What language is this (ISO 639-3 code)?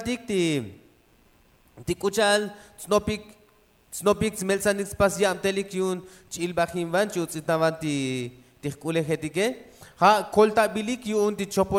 tzo